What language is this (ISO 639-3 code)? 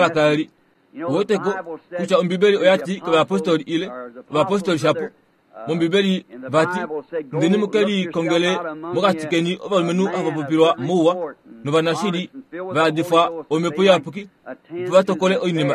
kua